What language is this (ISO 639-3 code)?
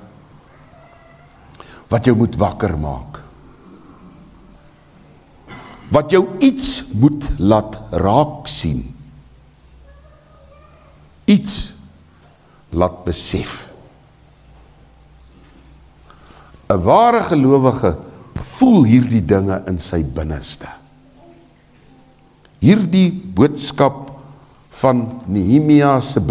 afr